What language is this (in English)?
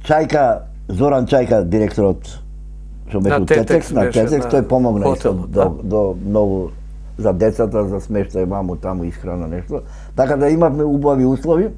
Macedonian